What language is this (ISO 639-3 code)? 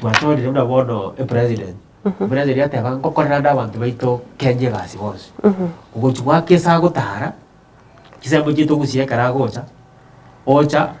guz